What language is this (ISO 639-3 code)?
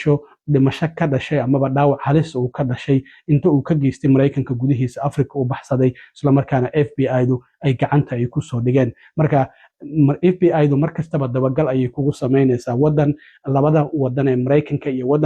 som